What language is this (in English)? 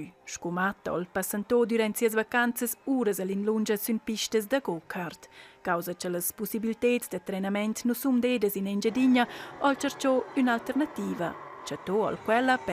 Romansh